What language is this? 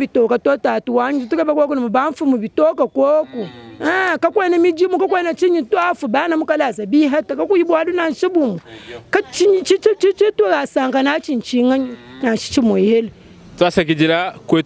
Luba-Lulua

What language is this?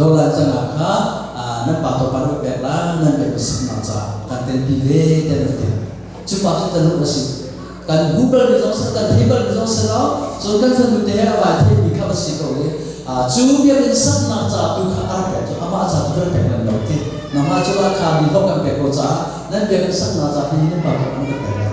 Hakha Chin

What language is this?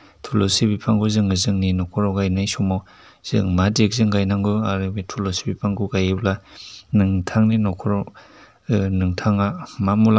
Bodo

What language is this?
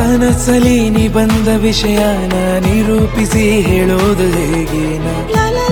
Kannada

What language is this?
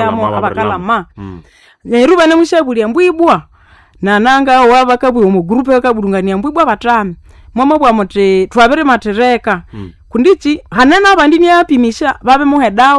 Nande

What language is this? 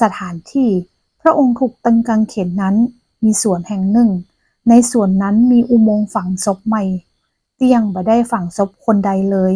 Northern Thai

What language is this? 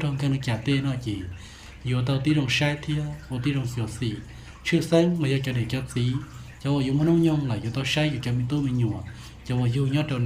Hmong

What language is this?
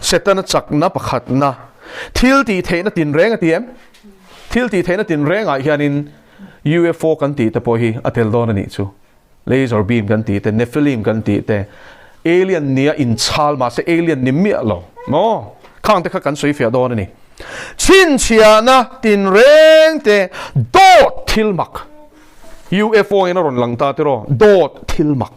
Mizo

